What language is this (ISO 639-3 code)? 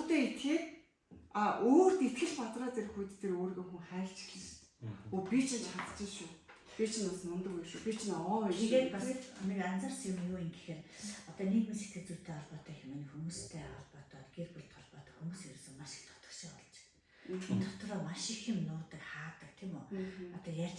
mon